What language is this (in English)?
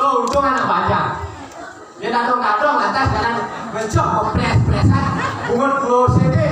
Balinese